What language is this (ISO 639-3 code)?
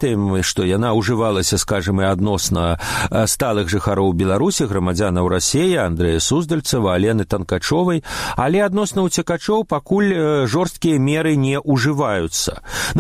bel